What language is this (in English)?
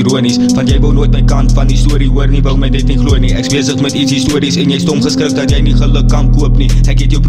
Afrikaans